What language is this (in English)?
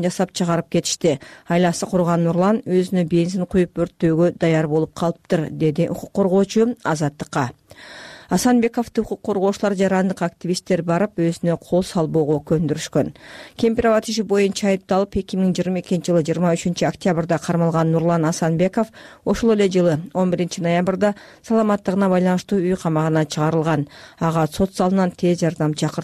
Kyrgyz